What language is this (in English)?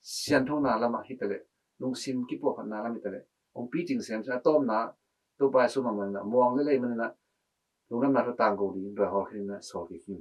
Tedim Chin